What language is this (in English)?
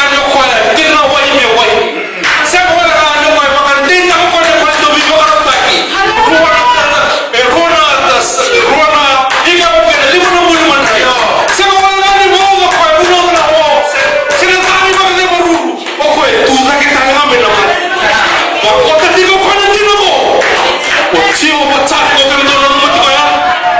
Fijian